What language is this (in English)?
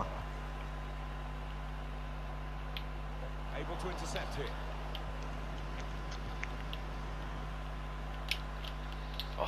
Norwegian